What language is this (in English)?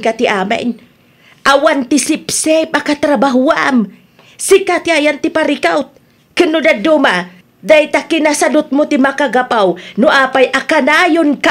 Iloko